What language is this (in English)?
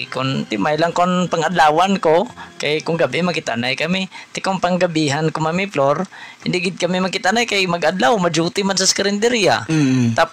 Hiligaynon